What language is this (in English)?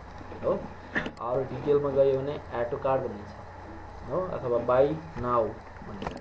Nepali